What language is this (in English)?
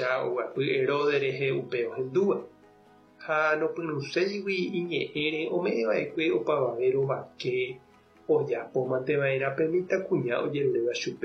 Guarani